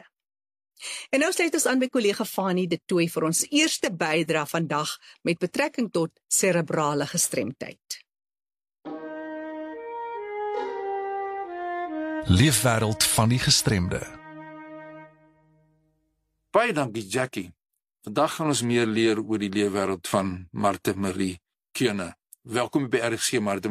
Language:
Afrikaans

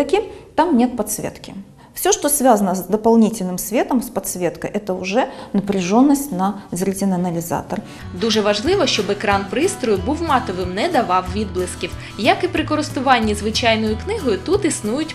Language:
Ukrainian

